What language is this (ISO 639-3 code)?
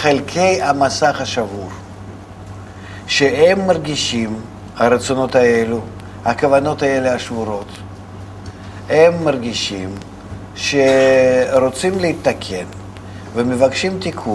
heb